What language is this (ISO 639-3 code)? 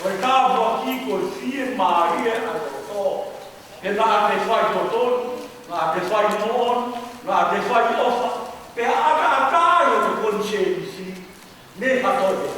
ton